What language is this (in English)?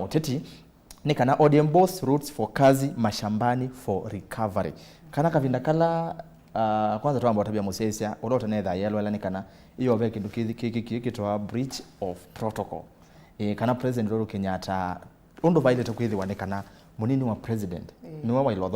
Kamba